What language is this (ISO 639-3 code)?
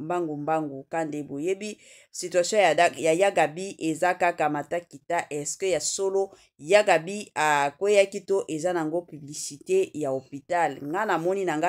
lin